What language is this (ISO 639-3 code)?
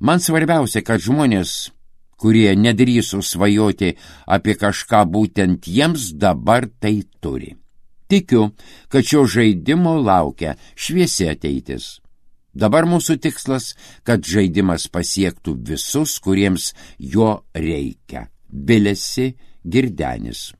lit